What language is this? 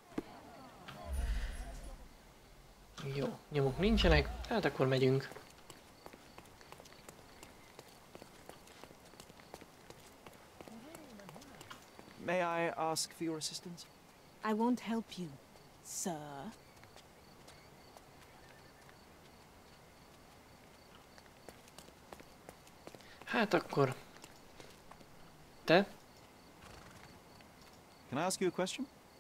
Hungarian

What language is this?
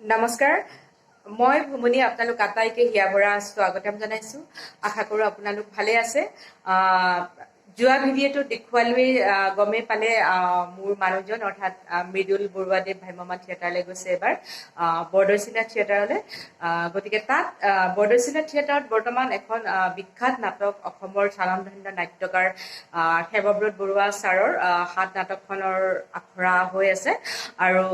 Assamese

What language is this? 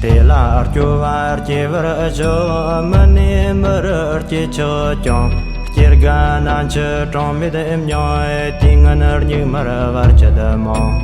Tibetan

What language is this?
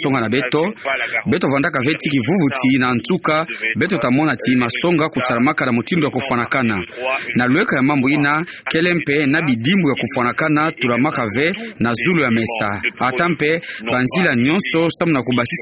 Kituba (Democratic Republic of Congo)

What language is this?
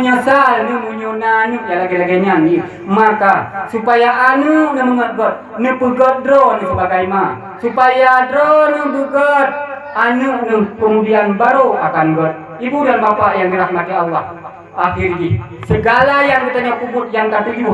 Achinese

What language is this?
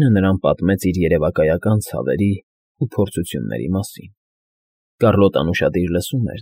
Armenian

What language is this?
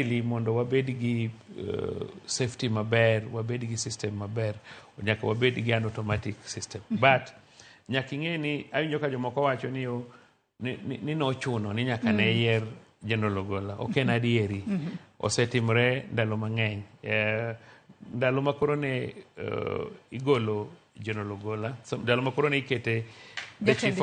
Luo (Kenya and Tanzania)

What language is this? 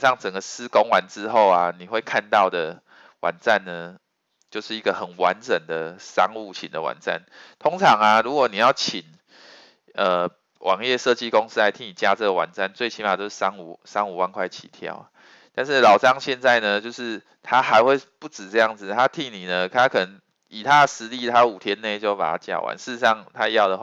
Chinese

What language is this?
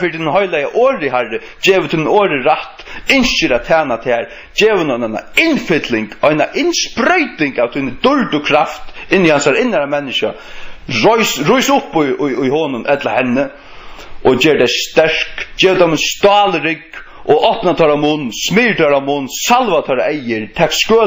Faroese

